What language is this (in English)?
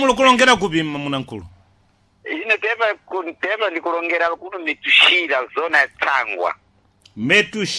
Sena